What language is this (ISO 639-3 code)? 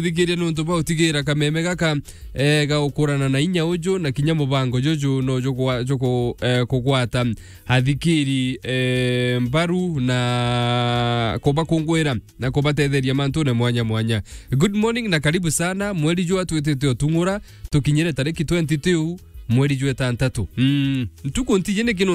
mer